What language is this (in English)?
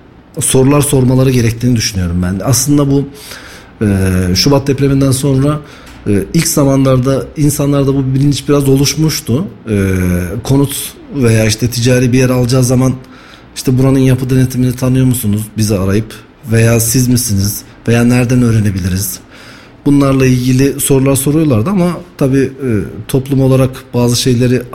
Turkish